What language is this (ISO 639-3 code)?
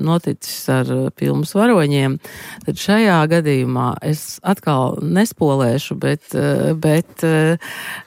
lav